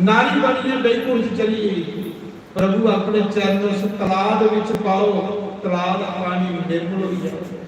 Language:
Dogri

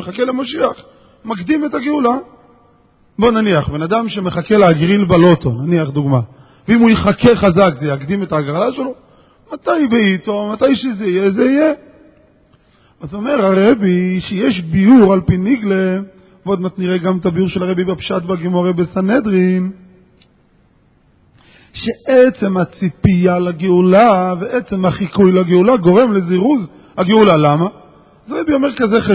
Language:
Hebrew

